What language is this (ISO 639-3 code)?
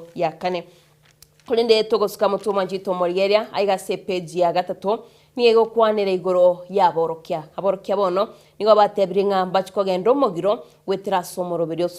guz